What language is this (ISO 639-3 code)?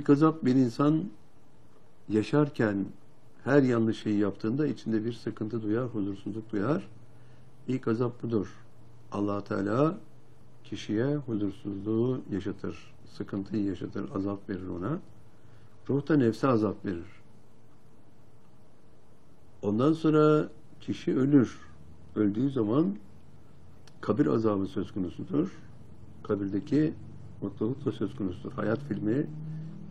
tur